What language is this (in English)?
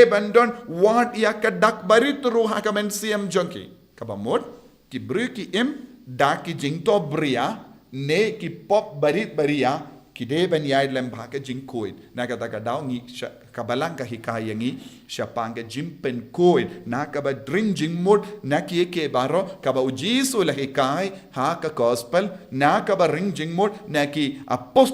Khasi